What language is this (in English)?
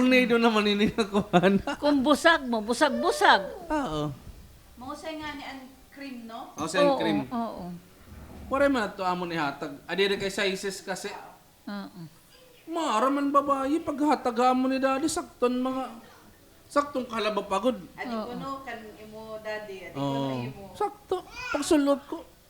Waray